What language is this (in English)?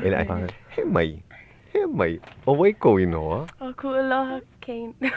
Hawaiian